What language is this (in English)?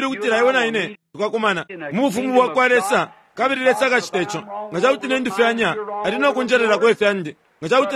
Bemba